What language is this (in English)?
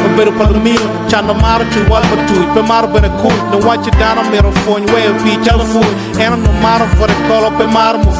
Acoli